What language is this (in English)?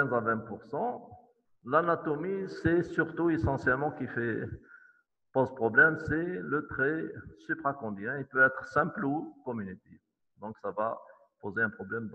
French